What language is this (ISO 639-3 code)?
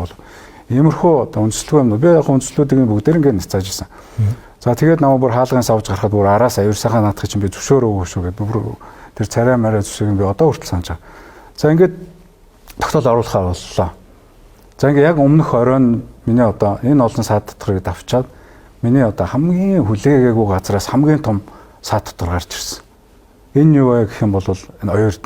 mon